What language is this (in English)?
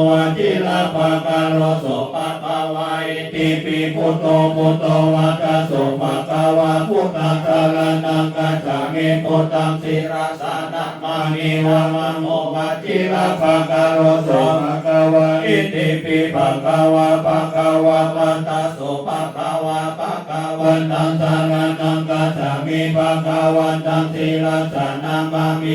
Pali